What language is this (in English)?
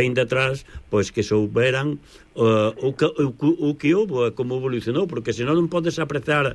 Galician